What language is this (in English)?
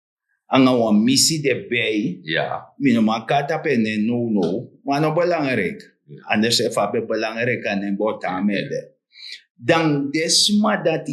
Sranan Tongo